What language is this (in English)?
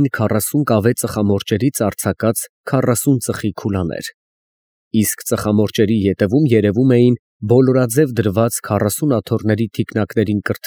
Armenian